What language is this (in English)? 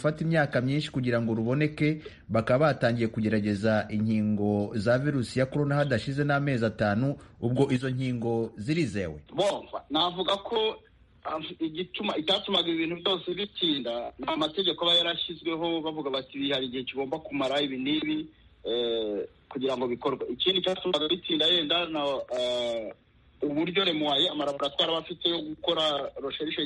Kinyarwanda